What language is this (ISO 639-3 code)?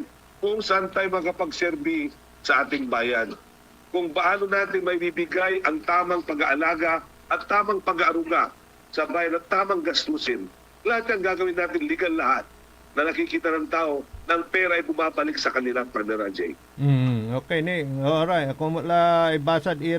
pag